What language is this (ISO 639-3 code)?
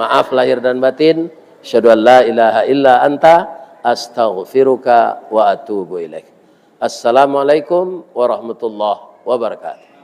min